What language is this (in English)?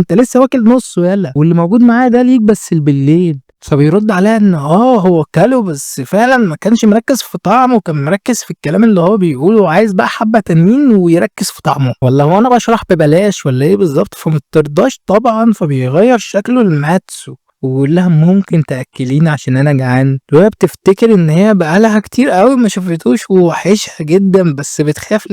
Egyptian Arabic